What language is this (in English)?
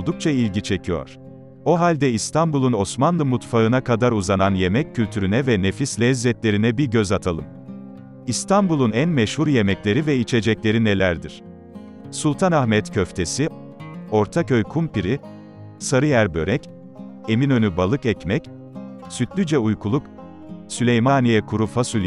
Turkish